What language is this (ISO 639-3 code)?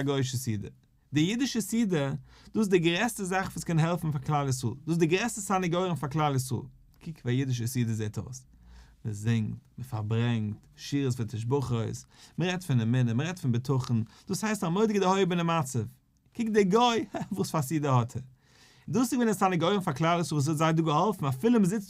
yid